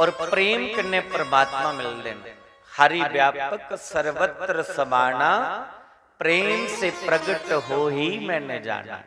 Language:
Dogri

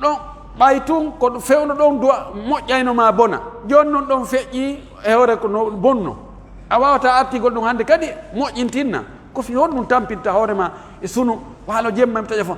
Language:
Pular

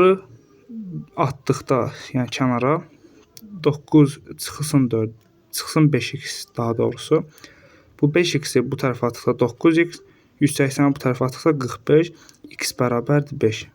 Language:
Azerbaijani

